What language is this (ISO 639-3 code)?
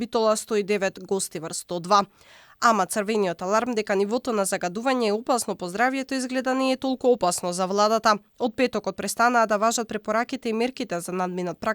mkd